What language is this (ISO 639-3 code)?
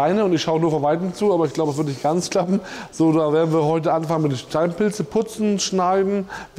deu